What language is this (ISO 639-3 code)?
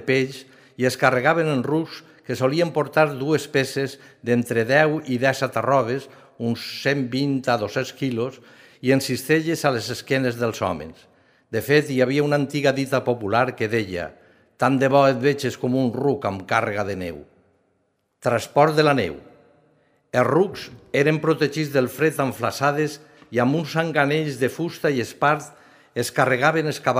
cat